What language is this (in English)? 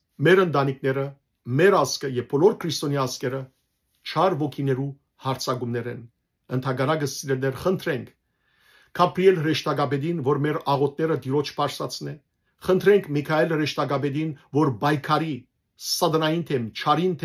Western Armenian